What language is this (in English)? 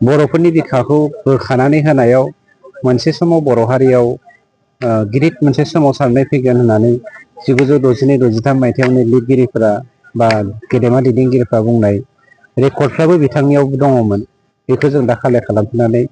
Bodo